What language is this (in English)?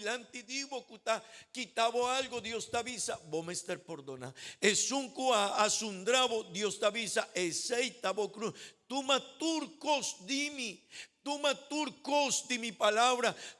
Papiamento